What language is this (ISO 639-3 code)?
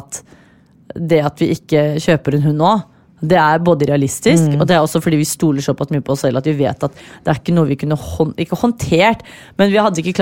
nor